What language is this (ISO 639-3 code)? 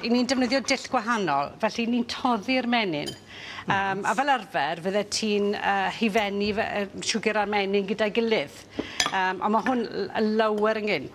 cym